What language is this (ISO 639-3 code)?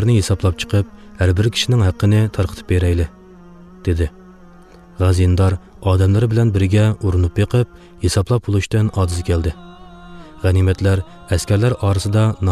uig